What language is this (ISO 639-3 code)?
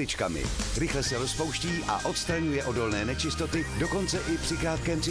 ces